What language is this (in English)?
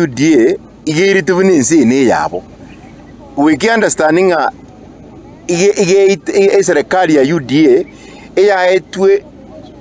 Gusii